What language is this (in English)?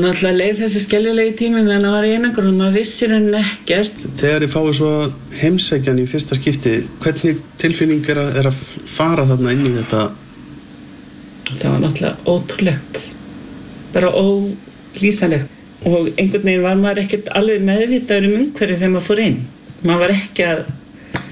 Icelandic